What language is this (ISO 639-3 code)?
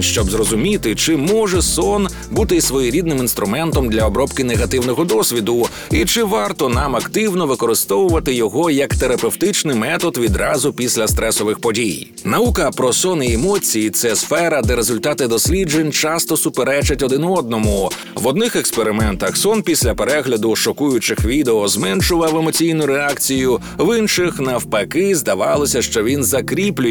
ukr